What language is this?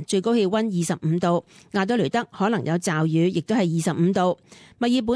Cantonese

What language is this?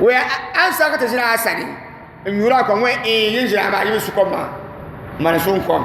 Dagbani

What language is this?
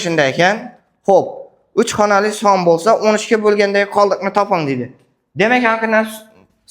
Uzbek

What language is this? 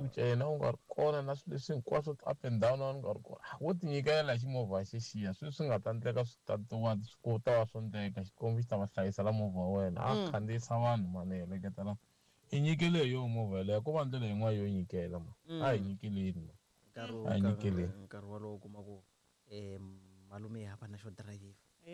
Tsonga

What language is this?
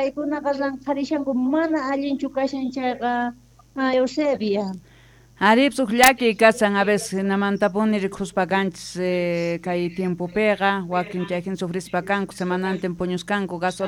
Quechua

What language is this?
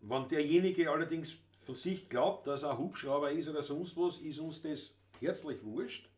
Bavarian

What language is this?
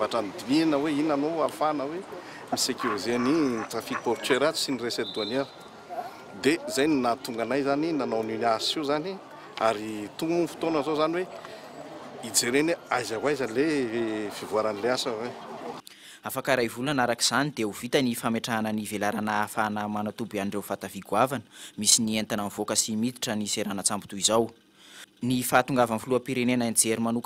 Malagasy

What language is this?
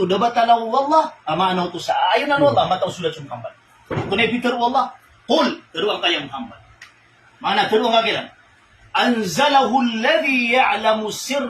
Maranao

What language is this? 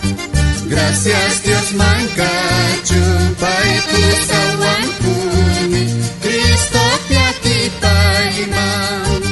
South Bolivian Quechua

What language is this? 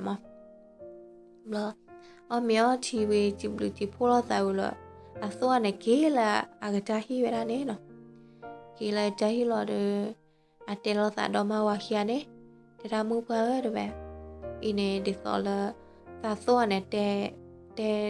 S'gaw Karen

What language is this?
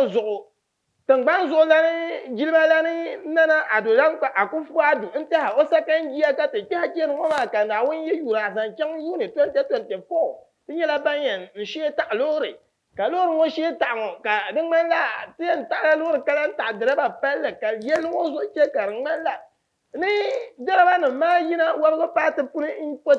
Dagbani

